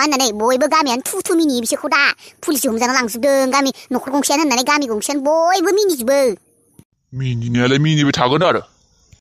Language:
Bodo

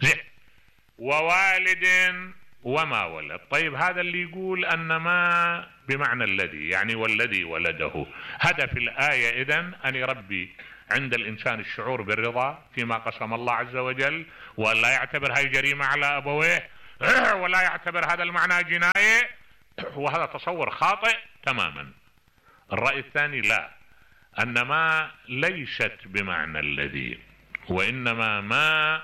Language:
Mesopotamian Arabic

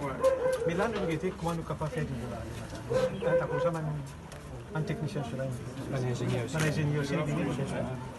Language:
Morisyen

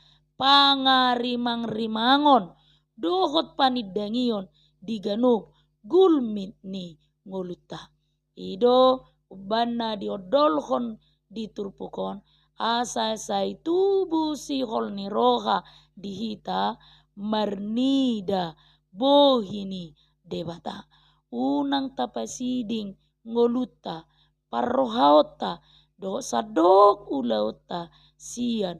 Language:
Batak Toba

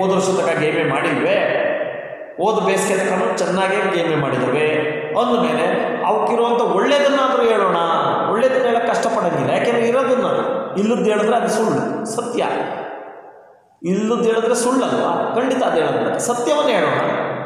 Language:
Kannada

